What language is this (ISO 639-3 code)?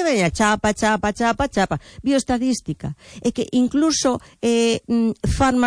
glg